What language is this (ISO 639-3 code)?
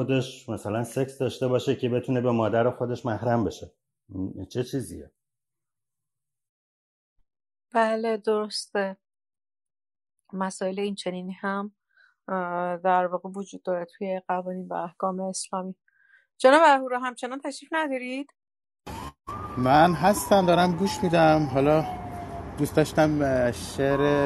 fas